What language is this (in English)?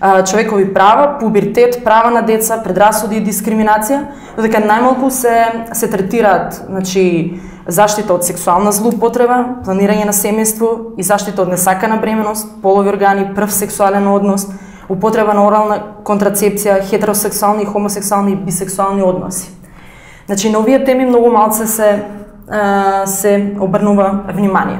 Macedonian